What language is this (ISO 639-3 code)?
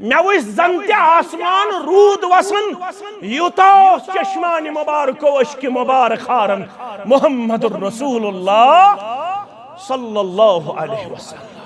kas